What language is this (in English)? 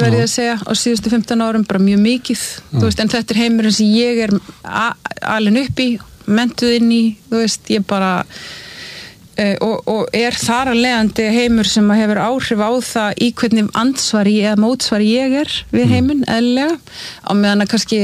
Icelandic